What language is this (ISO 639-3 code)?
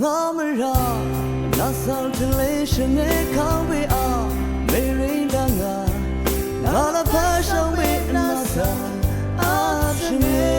raw